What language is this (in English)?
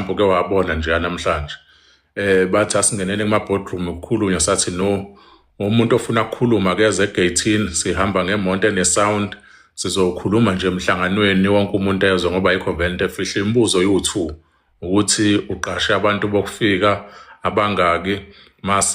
Zulu